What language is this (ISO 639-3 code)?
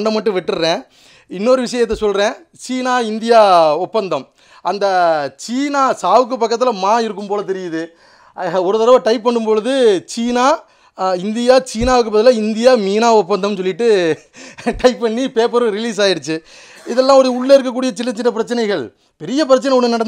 tam